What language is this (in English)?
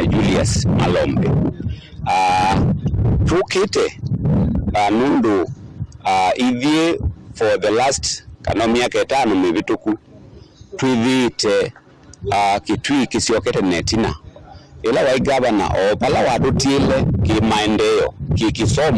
Kamba